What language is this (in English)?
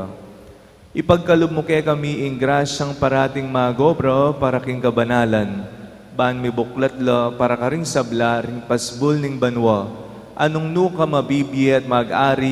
Pampanga